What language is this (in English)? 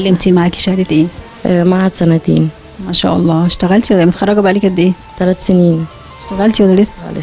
Egyptian Arabic